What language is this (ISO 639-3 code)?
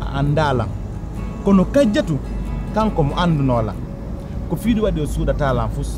fuf